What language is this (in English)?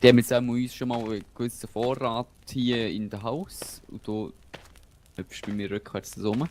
Swiss German